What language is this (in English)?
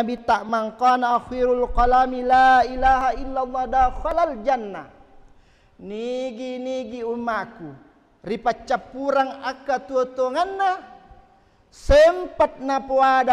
Buginese